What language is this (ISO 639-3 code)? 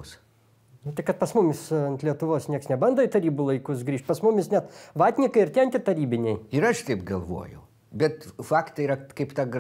lit